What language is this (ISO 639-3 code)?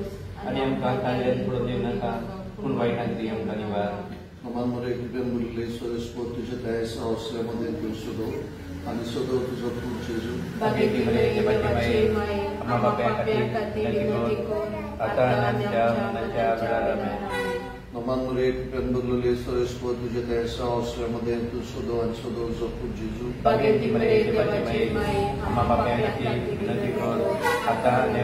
kok